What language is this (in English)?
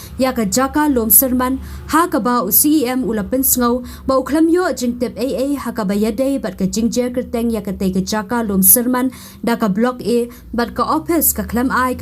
Khasi